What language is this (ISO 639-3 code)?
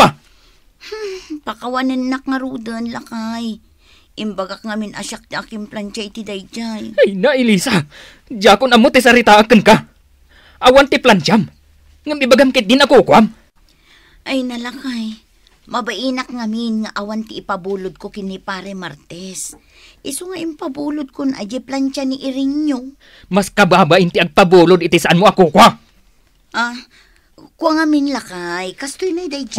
ilo